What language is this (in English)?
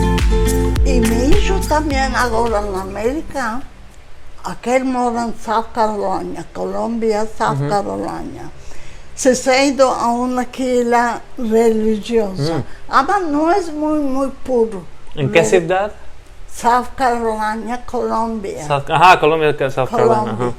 Ladino